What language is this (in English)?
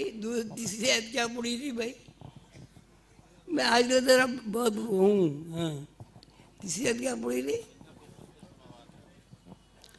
Urdu